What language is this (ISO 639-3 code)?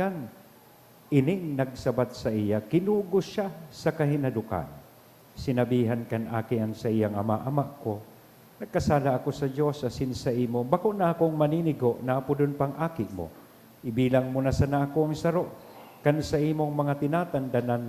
bik